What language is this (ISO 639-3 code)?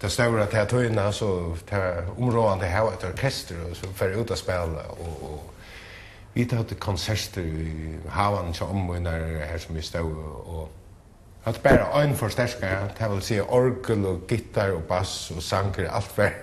fao